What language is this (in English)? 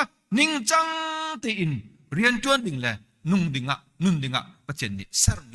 Hakha Chin